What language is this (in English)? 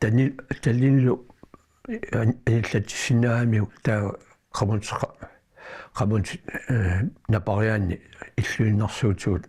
Kalaallisut